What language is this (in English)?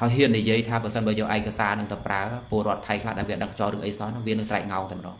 Khmer